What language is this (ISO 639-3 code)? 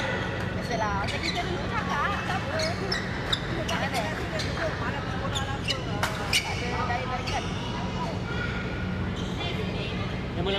msa